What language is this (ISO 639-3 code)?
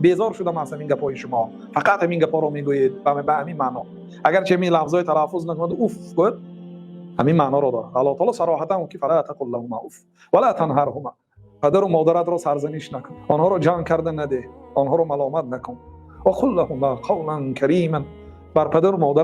tgk